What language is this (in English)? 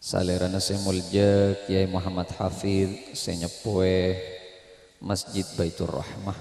Madurese